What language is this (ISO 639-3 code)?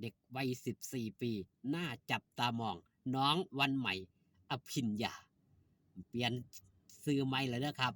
tts